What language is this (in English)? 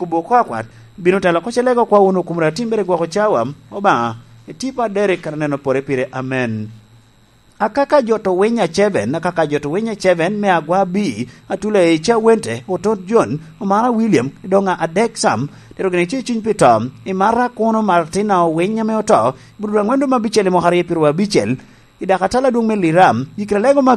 Lango (Uganda)